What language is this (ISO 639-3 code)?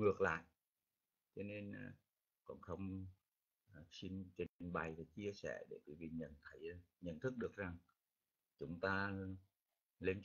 vie